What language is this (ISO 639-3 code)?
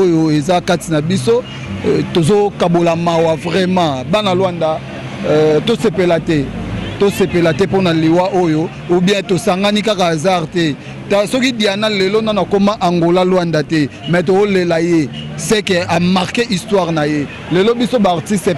lin